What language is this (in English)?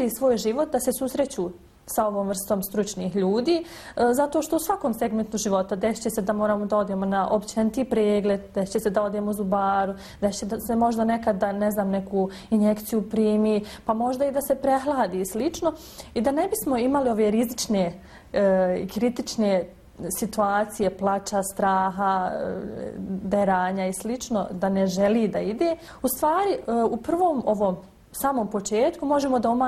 Bosnian